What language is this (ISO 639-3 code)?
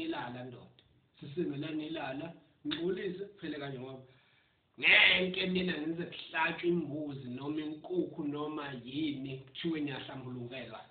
zul